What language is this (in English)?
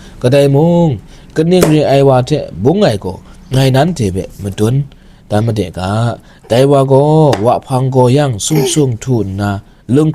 Kachin